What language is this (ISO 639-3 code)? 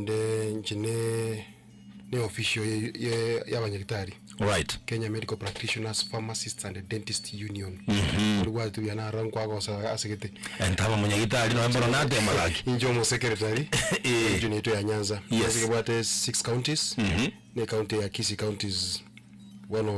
guz